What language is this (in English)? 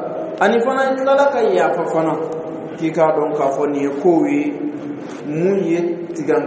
Dyula